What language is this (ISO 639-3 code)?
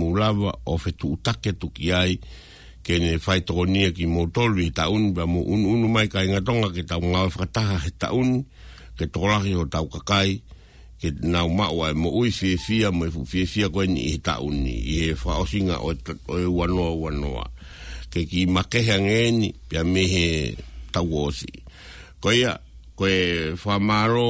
ton